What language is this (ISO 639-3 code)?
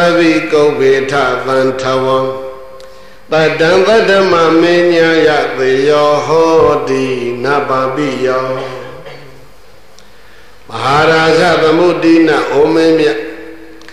mya